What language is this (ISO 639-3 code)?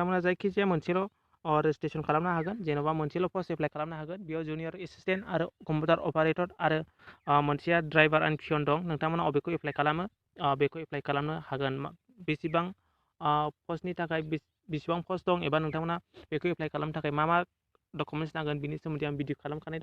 brx